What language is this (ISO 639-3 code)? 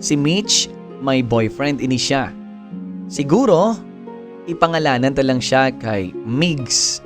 hil